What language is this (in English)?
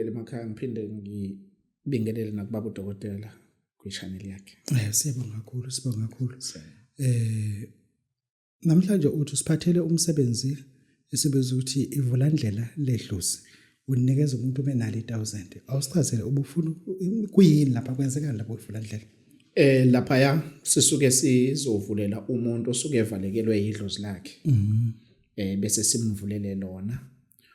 Zulu